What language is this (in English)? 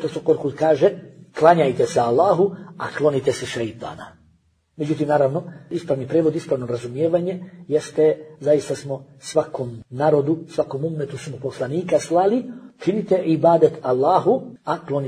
Bosnian